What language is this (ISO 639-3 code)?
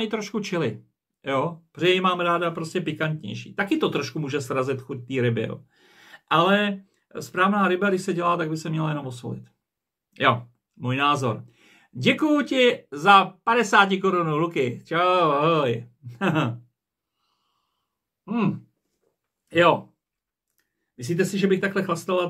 ces